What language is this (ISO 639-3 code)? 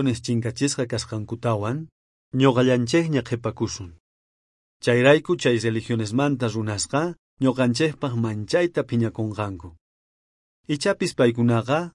quh